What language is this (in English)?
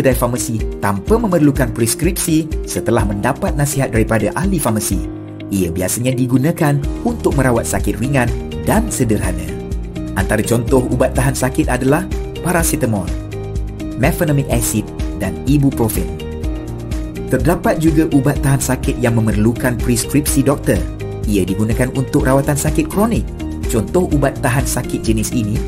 Malay